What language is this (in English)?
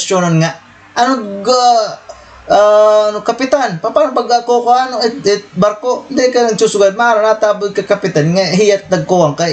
Waray